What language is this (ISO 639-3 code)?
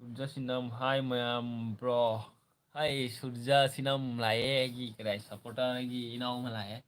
mni